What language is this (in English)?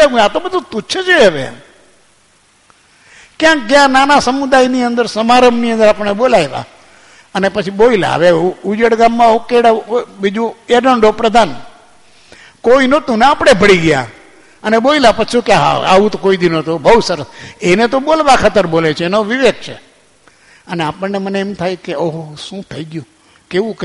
Gujarati